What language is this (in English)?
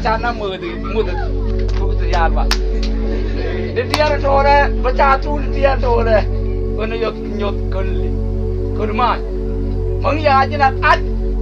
Mabaan